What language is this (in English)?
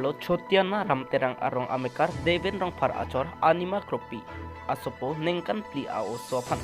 Karbi